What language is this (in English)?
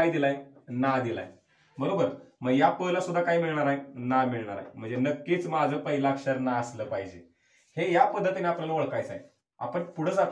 Marathi